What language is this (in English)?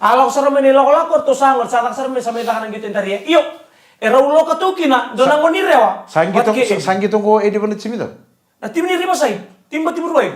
Fijian